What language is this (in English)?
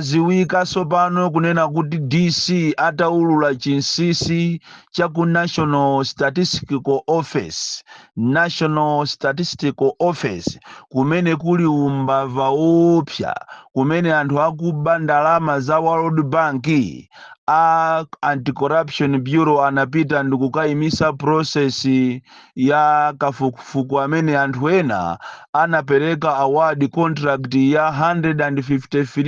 Nyanja